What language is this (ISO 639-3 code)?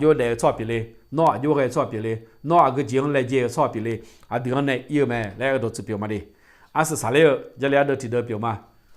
ahk